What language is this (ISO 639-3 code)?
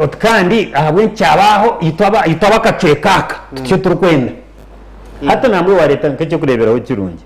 nyn